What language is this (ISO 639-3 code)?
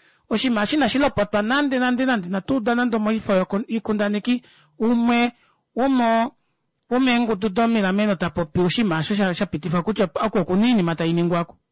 kua